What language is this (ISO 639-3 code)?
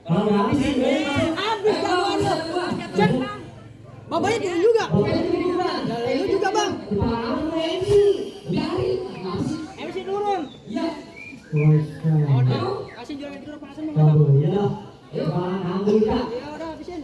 bew